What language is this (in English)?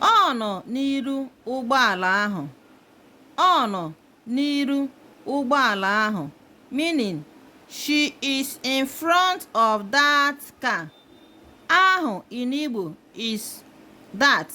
Igbo